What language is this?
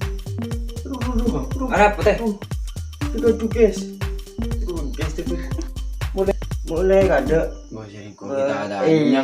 Madurese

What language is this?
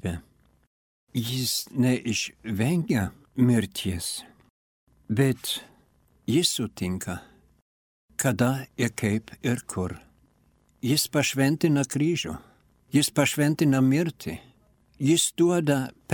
Lithuanian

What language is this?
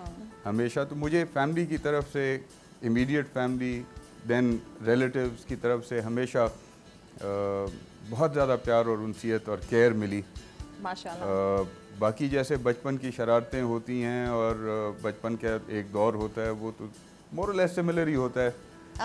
Urdu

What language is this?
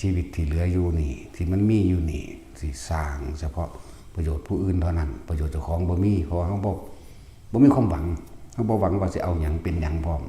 Northeastern Thai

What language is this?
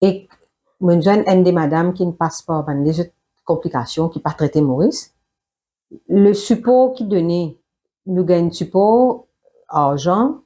Morisyen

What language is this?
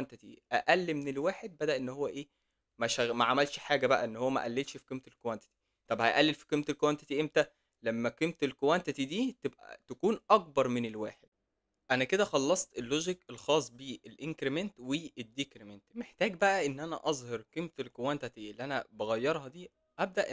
Egyptian Arabic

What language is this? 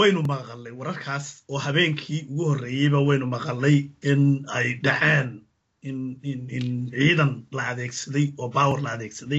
Somali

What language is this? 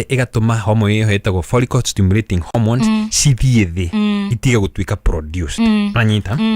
Kikuyu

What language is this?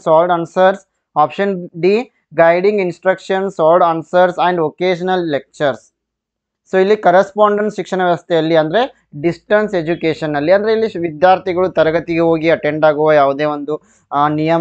Kannada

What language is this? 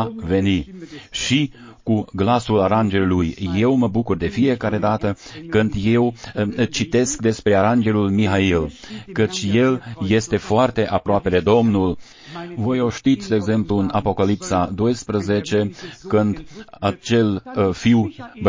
Romanian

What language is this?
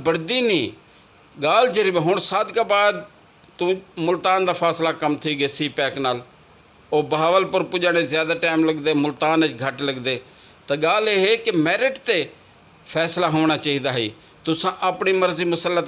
Saraiki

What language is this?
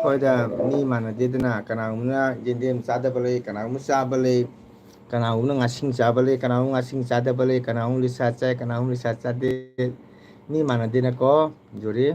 Manipuri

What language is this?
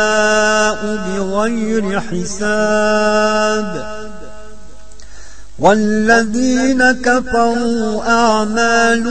Arabic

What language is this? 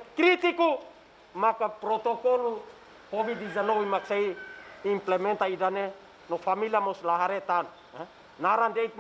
Tetum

